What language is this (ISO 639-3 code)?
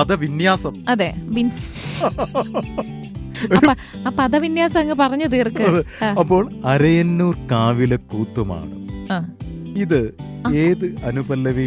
mal